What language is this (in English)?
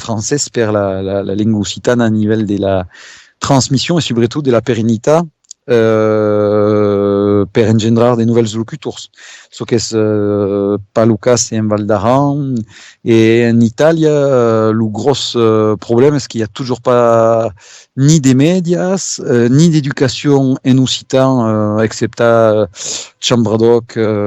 Occitan